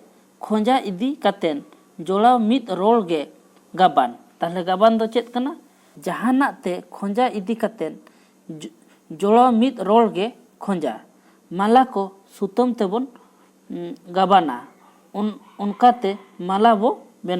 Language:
Santali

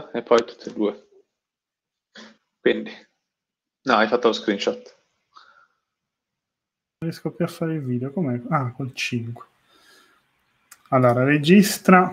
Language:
Italian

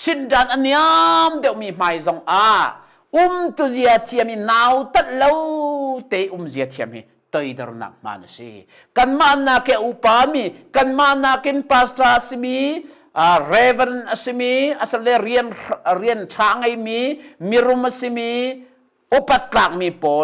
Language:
Hakha Chin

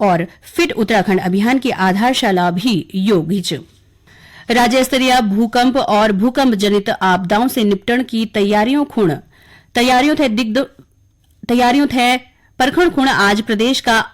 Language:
Garhwali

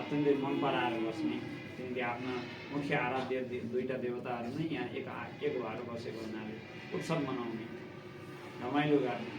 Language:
Nepali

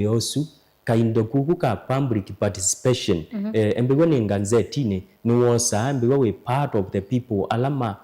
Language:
Kamba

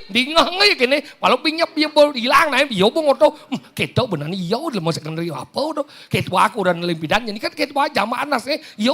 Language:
Balinese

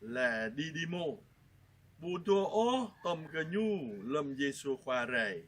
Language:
Jarai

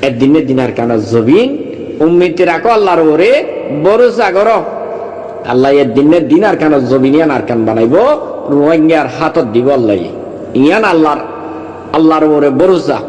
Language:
Rohingya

